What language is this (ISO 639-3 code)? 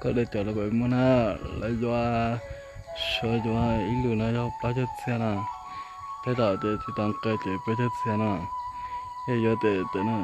hmn